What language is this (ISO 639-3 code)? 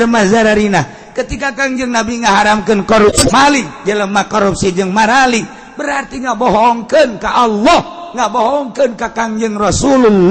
sun